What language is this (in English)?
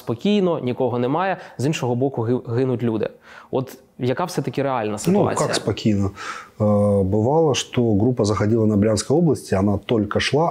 Ukrainian